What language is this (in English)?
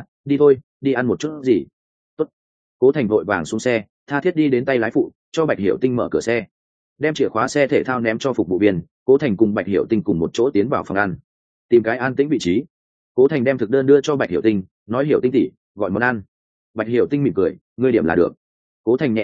Vietnamese